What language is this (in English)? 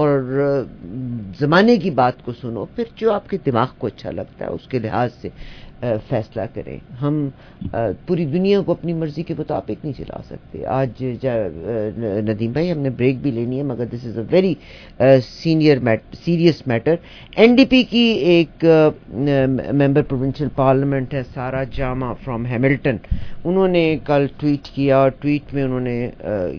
Urdu